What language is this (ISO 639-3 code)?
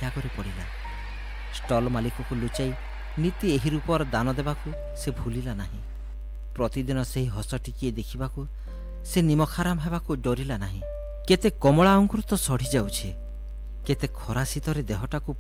ori